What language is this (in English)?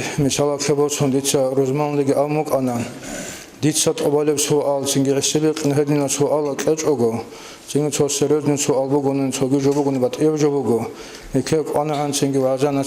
Avaric